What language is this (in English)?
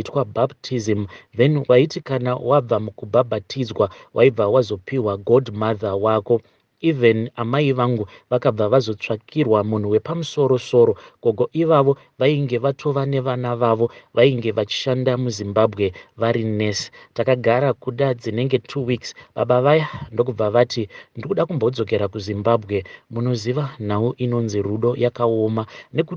Shona